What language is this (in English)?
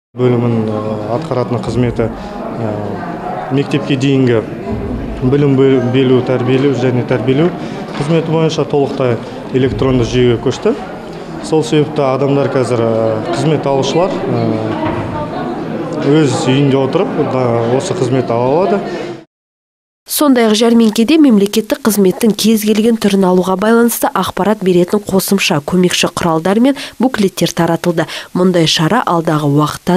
Kazakh